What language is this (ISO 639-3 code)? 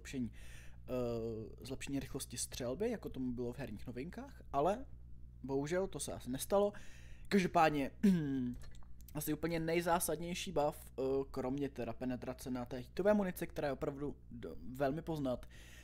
ces